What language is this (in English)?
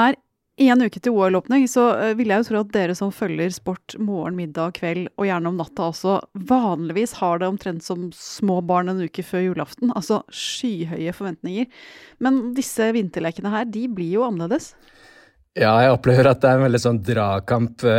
Norwegian